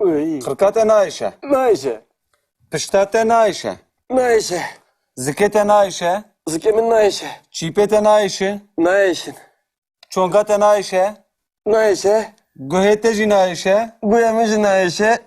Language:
Kurdish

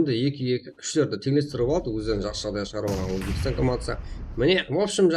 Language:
Kara-Kalpak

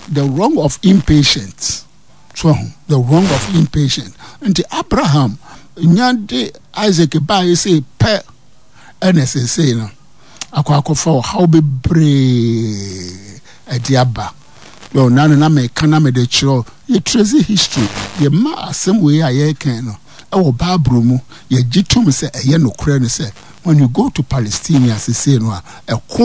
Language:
Akan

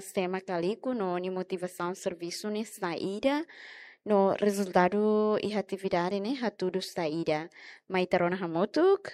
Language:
Tetum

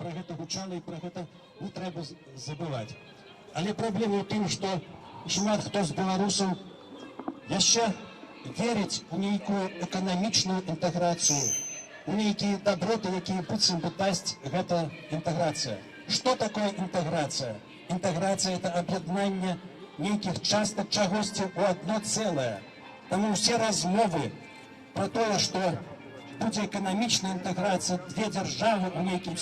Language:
Belarusian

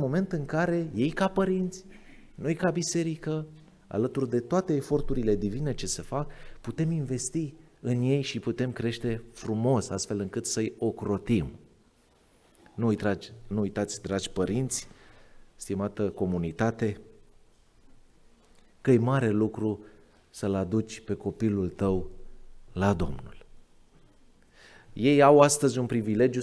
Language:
Romanian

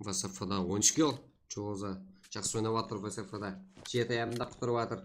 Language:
Kara-Kalpak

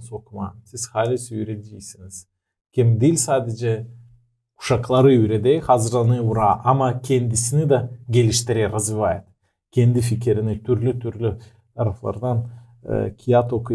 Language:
Gagauz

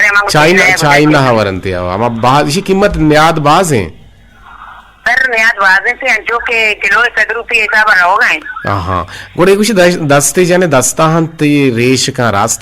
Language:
Eastern Balochi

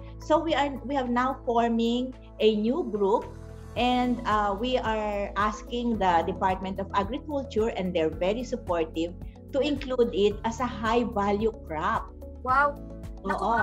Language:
Filipino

